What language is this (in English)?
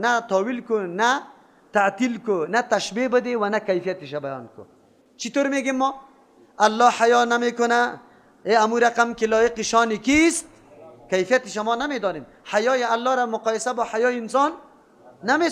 Persian